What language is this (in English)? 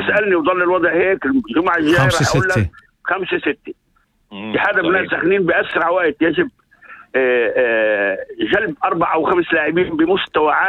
North Levantine Arabic